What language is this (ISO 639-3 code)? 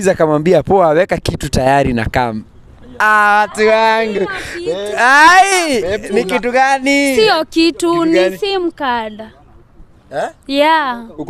swa